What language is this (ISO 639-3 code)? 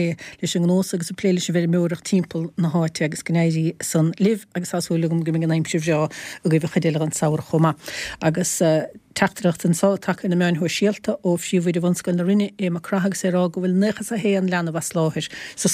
gle